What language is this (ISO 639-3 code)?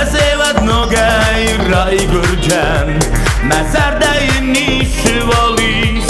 oss